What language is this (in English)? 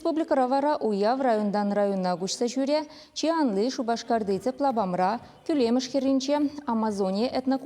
Chuvash